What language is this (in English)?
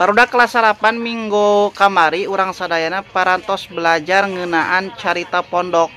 Sundanese